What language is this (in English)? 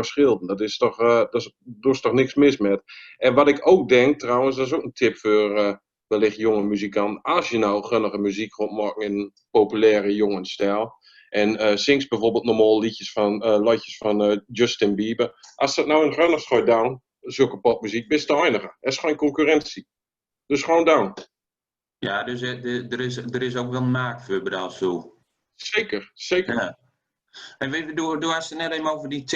Gronings